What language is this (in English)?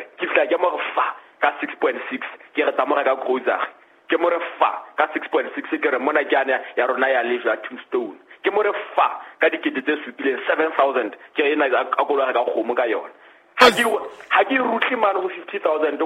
Southern Sotho